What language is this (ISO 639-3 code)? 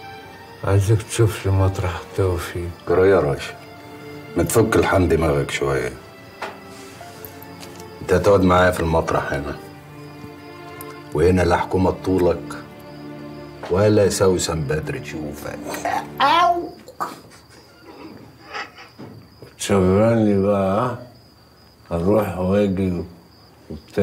arz